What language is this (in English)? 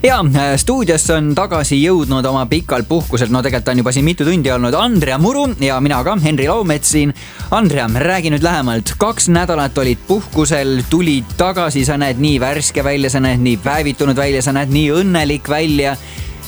Estonian